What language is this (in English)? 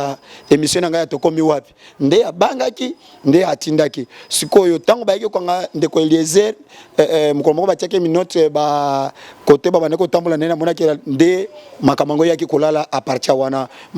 Lingala